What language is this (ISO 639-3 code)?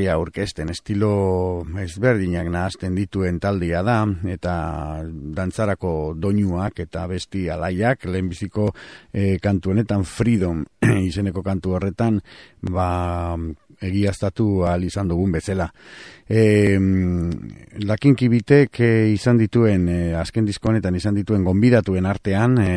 eus